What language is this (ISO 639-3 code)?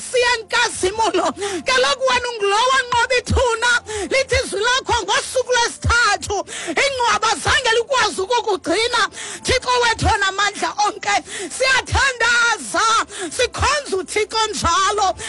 xho